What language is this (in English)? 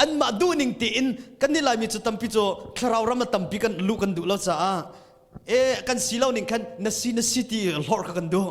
Hakha Chin